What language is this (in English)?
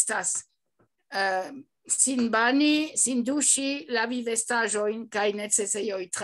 Esperanto